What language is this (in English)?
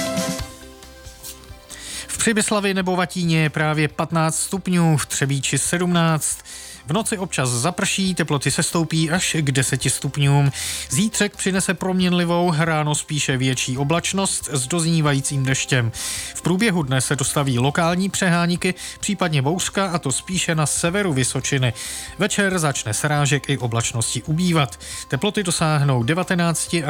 Czech